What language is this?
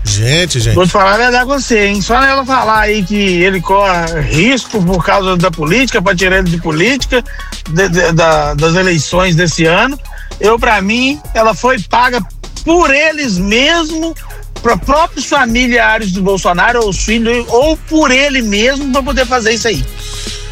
Portuguese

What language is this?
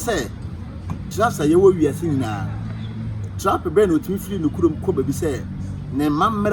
Akan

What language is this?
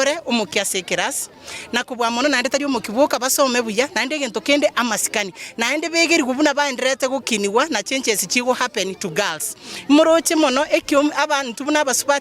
Gusii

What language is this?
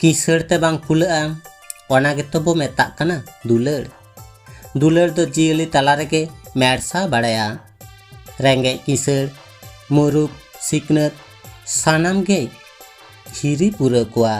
Santali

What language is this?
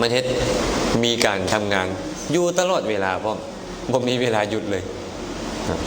Lao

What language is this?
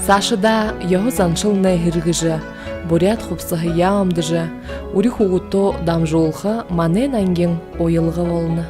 Buriat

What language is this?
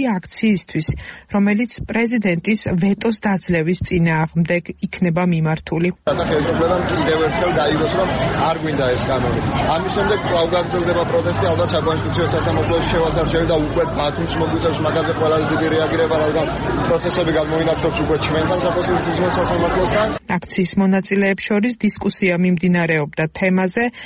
Georgian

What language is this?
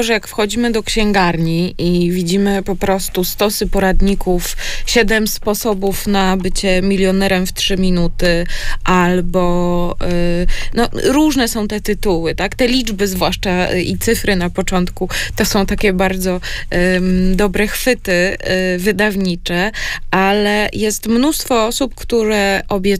Polish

